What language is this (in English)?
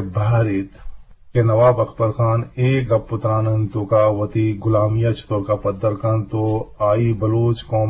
Eastern Balochi